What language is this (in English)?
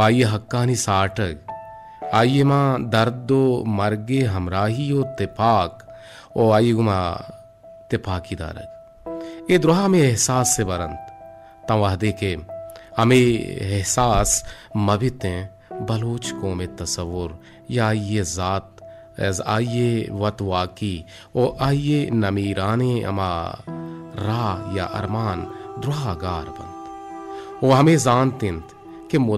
Baluchi